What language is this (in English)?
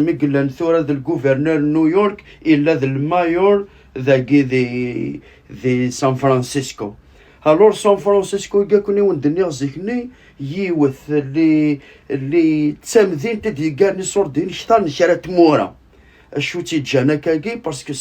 Kabyle